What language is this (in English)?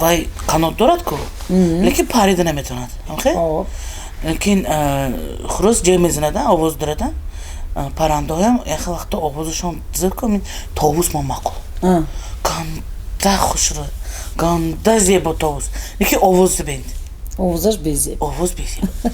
Tajik